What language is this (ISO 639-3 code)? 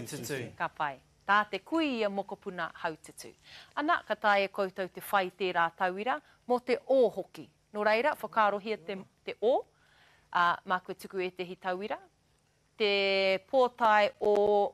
mri